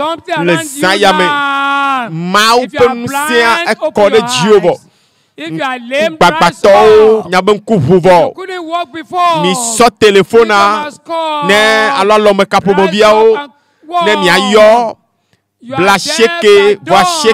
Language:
Ewe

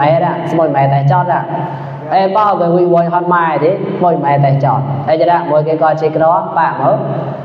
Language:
Mon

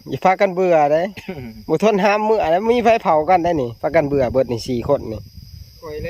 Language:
Northeastern Thai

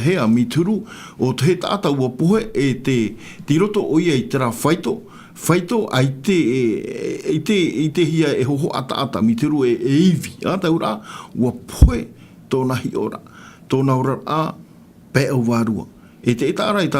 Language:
Tahitian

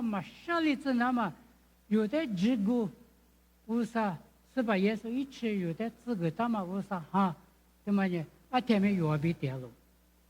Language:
Lisu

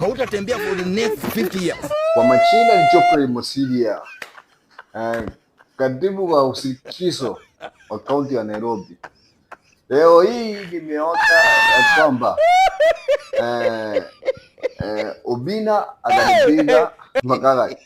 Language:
Swahili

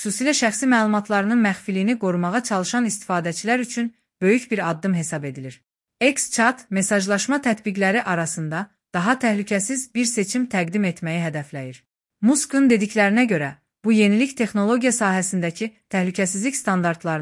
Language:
Azerbaijani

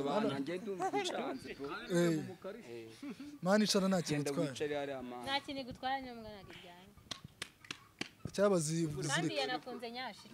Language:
Kinyarwanda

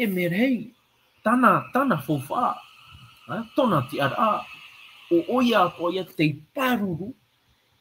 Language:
Tahitian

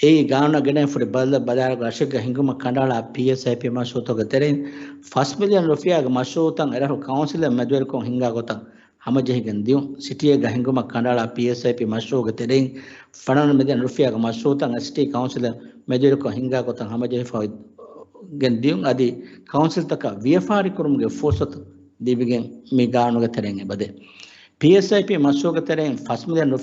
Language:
Divehi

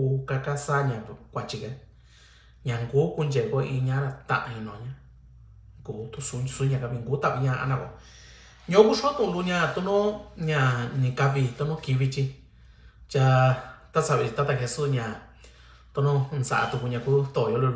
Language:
Mixtepec Mixtec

